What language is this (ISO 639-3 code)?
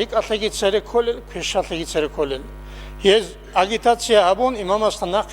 ava